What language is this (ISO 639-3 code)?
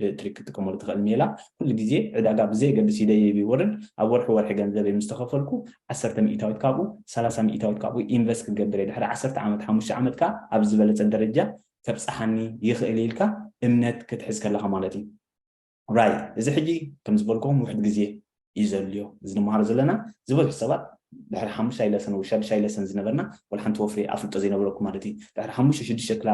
tir